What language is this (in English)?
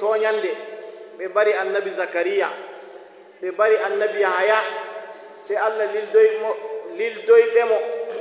Nigerian Fulfulde